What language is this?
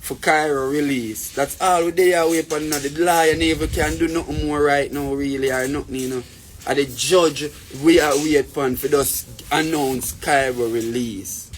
Jamaican Creole English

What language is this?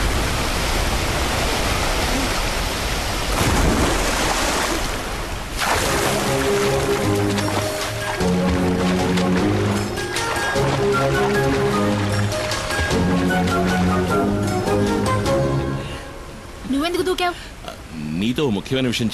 Telugu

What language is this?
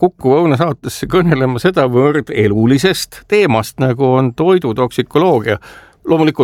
Estonian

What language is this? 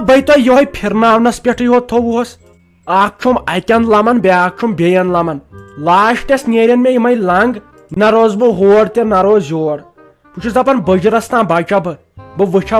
Kashmiri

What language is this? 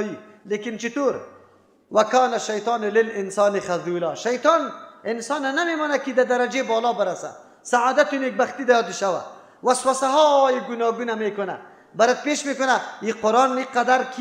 Persian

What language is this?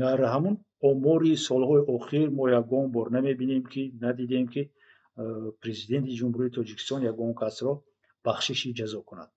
Tajik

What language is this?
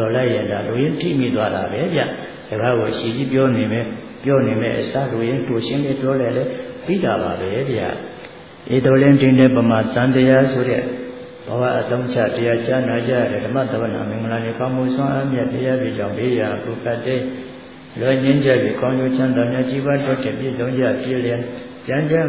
Burmese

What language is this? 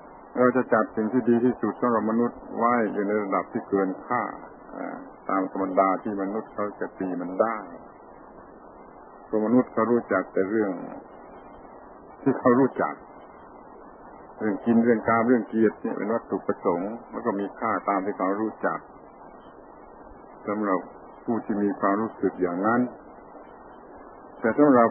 Thai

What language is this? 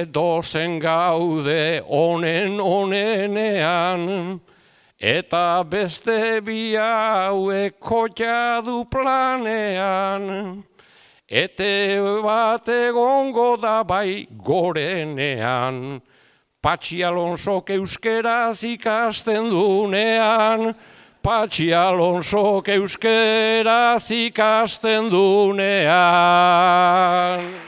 Basque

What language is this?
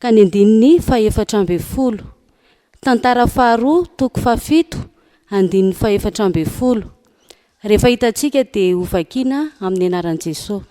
Malagasy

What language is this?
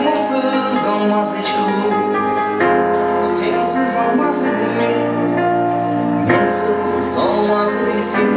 Crimean Tatar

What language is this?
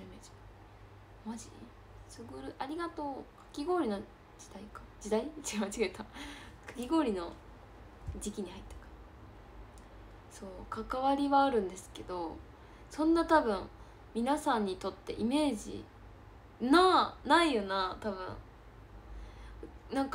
Japanese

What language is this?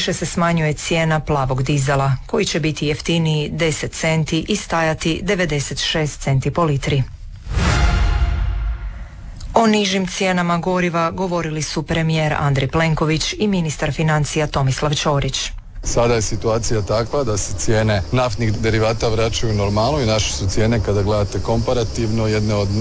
Croatian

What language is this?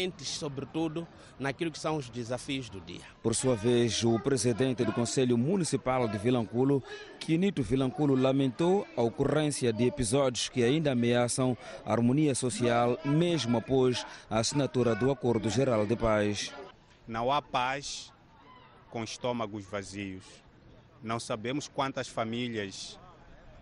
Portuguese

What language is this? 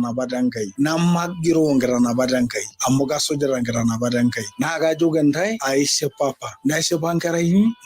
Masai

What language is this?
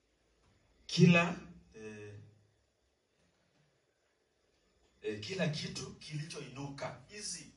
Swahili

